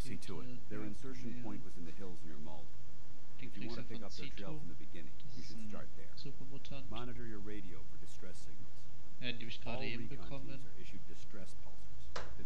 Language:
Swiss German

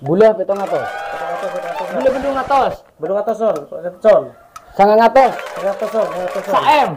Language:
Madurese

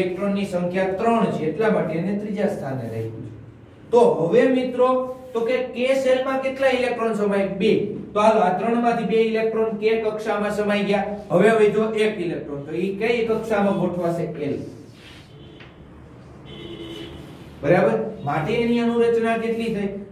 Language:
Gujarati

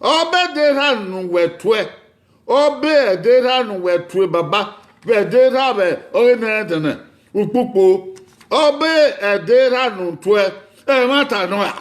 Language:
Bini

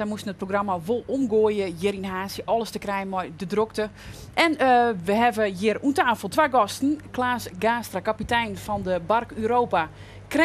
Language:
Western Frisian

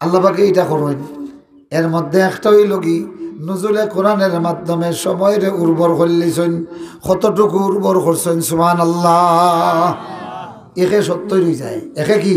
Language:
Sylheti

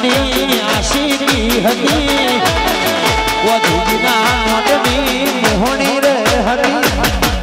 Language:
Gujarati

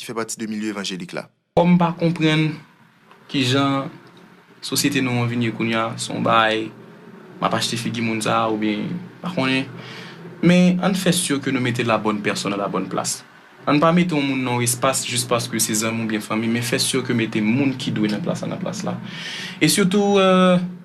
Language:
Haitian Creole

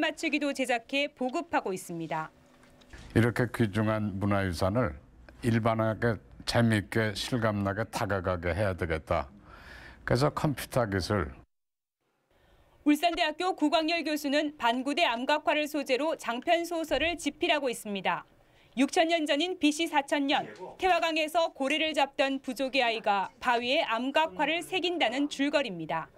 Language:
Korean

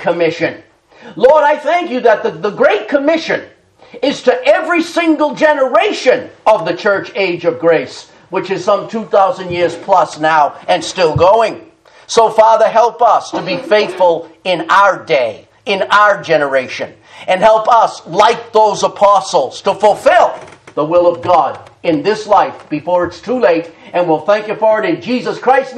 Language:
English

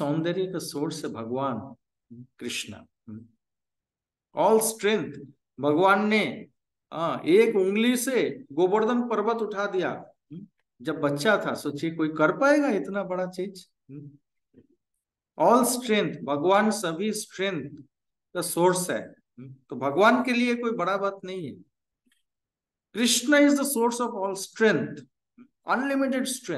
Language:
Hindi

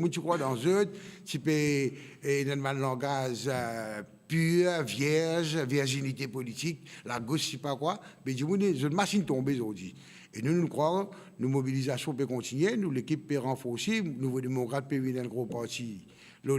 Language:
Morisyen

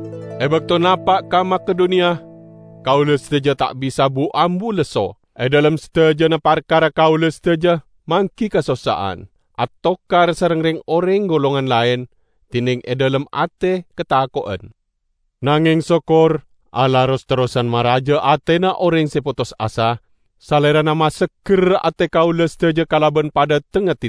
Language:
Madurese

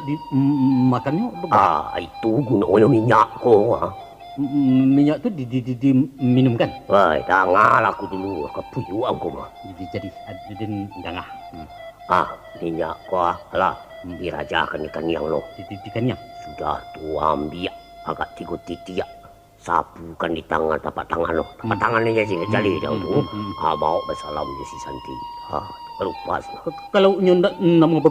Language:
Minangkabau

